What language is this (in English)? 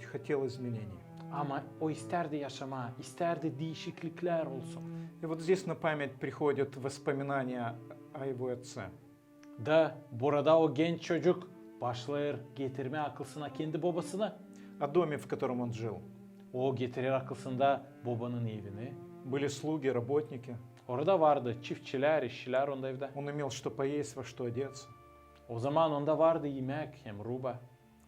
Gagauz